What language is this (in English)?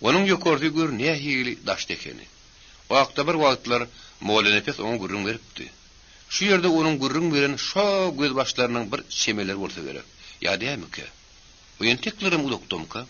Turkmen